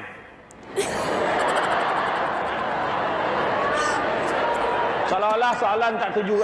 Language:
Malay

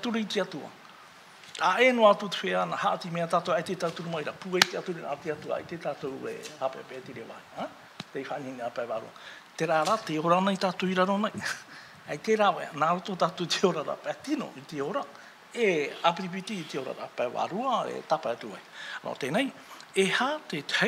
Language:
Tahitian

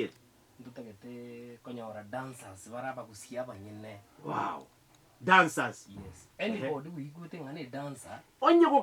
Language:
Gusii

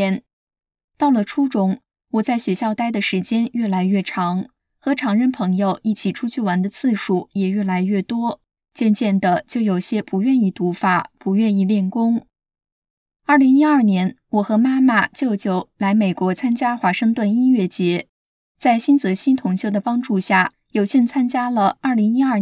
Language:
Chinese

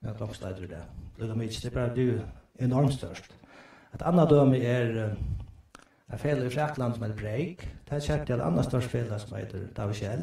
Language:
Faroese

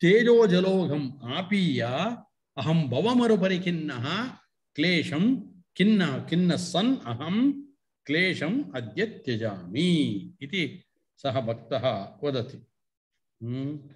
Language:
Sanskrit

